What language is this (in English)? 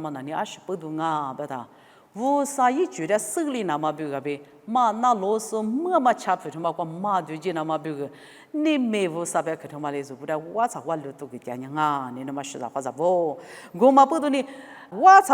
Lisu